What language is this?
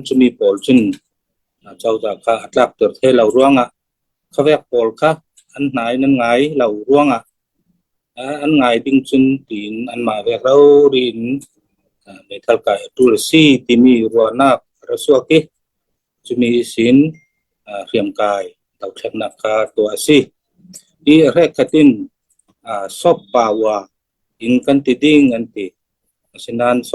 Falam Chin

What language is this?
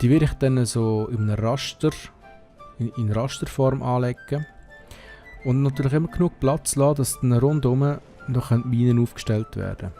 Swiss German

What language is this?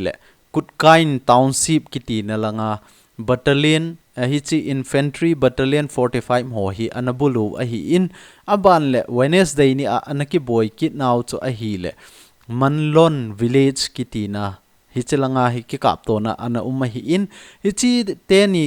Thado Chin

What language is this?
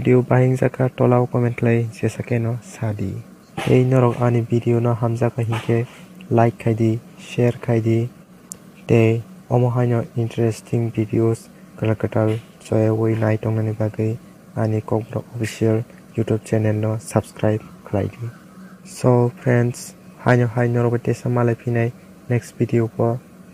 Kok Borok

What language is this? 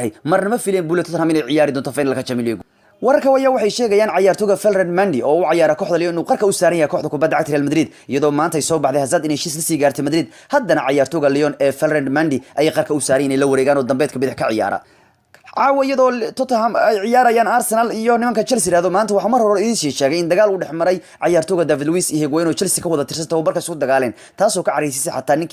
Somali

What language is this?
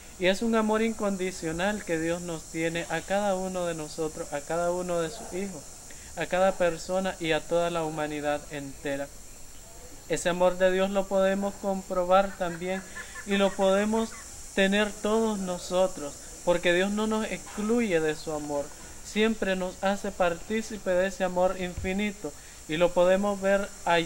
Spanish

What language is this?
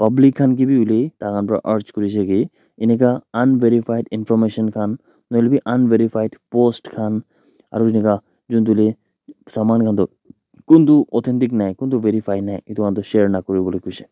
Naga Pidgin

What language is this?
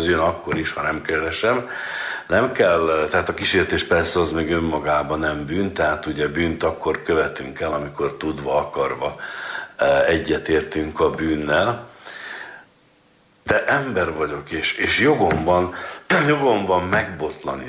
Hungarian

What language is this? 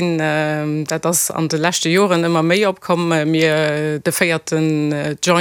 Luxembourgish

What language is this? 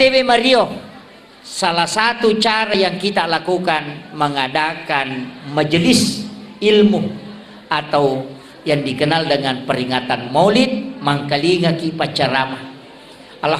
Buginese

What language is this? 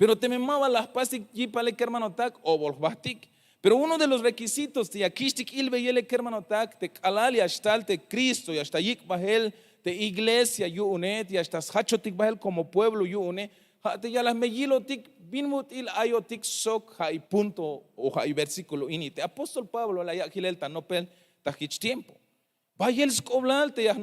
Tzeltal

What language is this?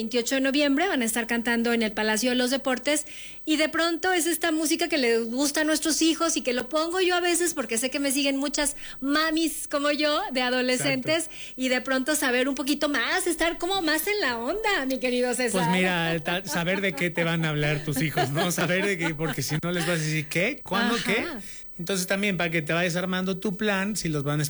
Spanish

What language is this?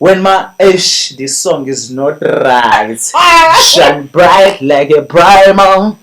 Zulu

